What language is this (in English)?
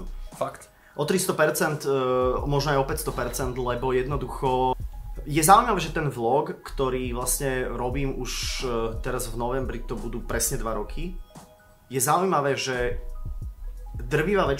Slovak